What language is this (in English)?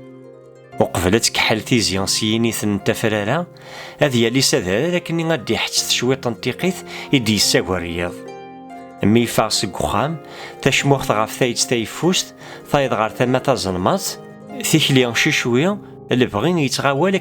Kabyle